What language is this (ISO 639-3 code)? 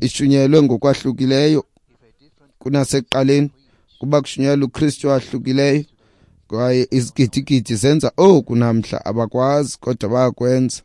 xho